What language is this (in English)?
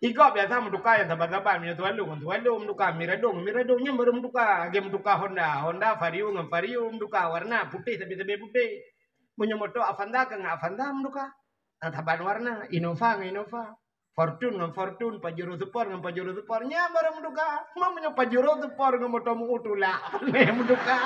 Achinese